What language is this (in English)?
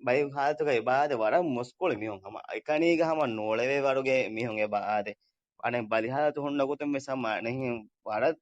Divehi